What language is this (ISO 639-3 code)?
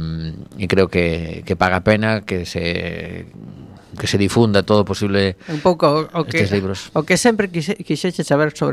glg